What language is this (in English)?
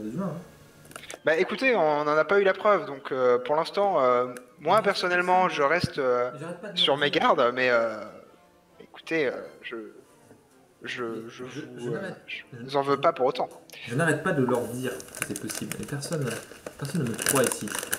French